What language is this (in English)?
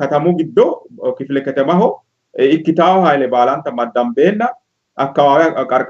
Sidamo